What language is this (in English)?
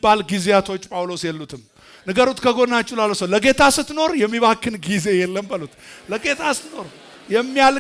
Amharic